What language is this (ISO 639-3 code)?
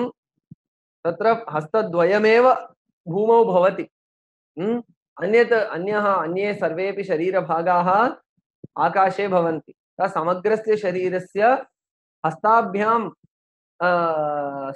san